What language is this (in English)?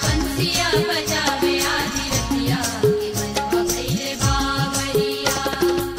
Bhojpuri